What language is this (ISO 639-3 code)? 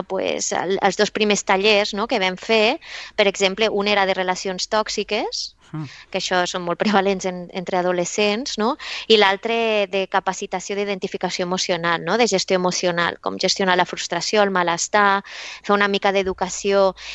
cat